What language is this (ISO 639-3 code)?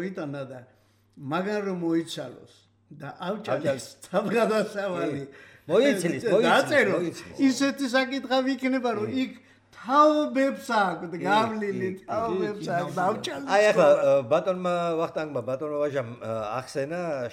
kat